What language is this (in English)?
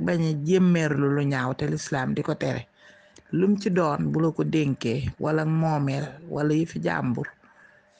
Wolof